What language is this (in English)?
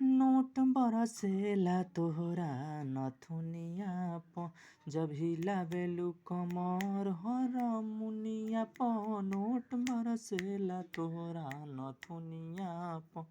Bhojpuri